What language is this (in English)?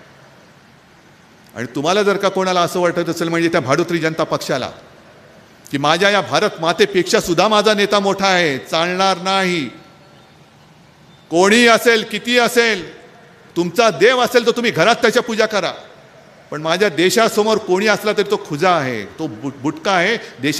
Marathi